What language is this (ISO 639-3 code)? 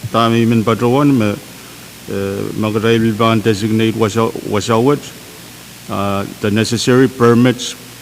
pon